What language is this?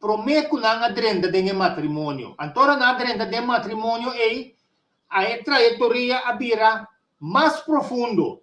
Papiamento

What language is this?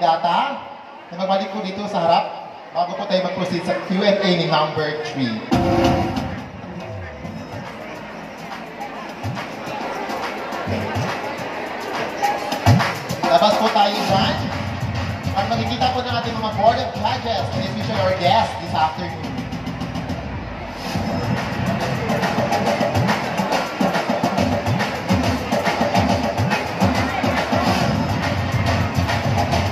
Filipino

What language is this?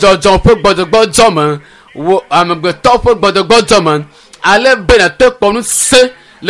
Ewe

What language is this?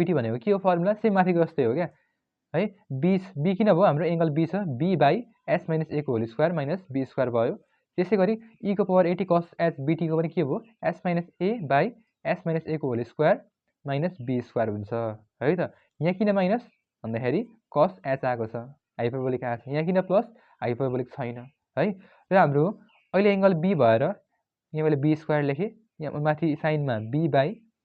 Nepali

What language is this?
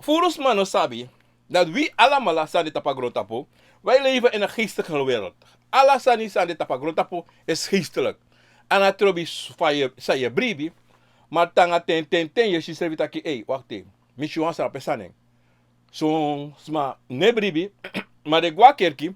Sranan Tongo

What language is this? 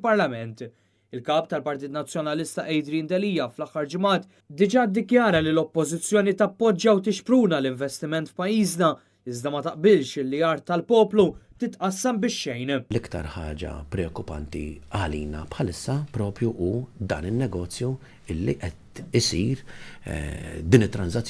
Maltese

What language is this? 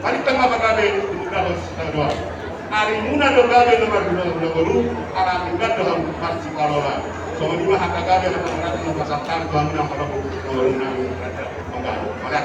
Batak Toba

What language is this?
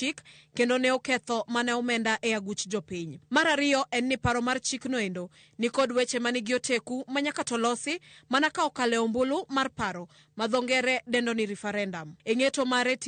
Luo (Kenya and Tanzania)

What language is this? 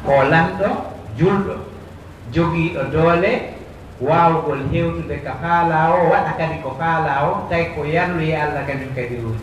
Pular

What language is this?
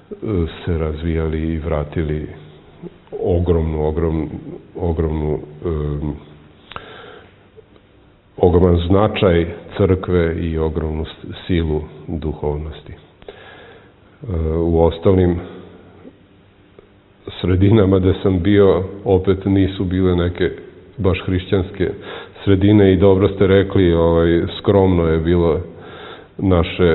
Serbian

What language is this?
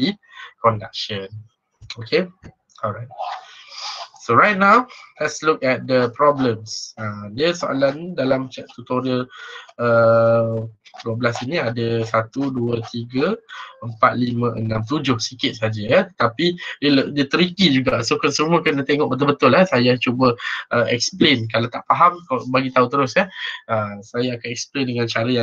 Malay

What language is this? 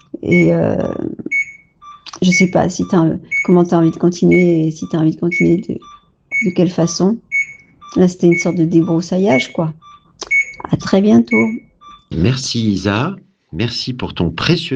French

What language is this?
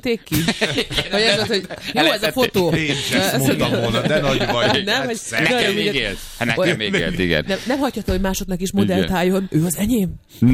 Hungarian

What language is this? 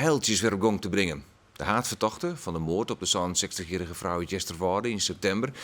Western Frisian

